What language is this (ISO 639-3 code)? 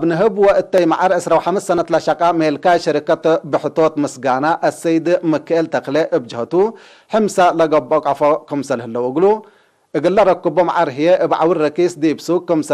tig